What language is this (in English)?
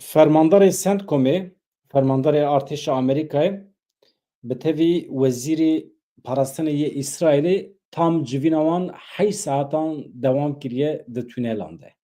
Kurdish